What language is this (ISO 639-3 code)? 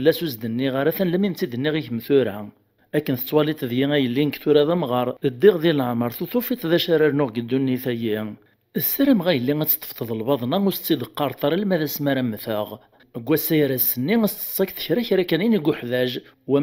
kab